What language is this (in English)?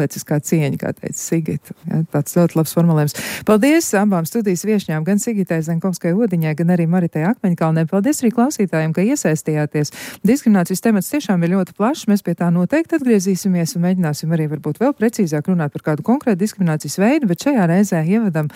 Latvian